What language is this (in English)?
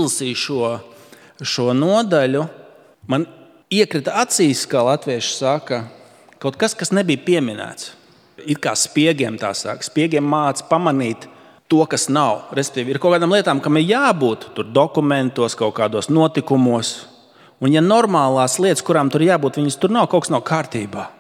Latvian